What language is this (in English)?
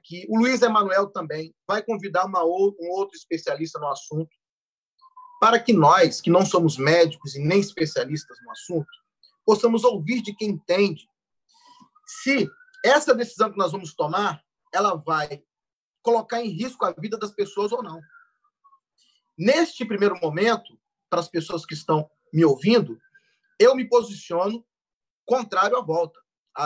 Portuguese